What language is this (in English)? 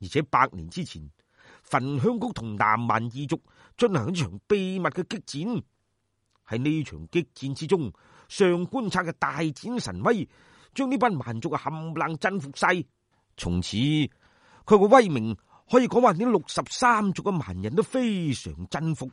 Cantonese